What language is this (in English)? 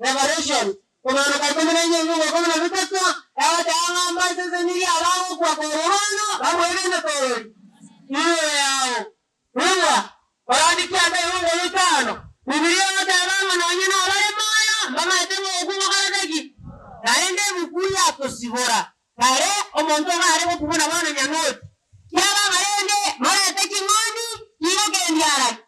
Gusii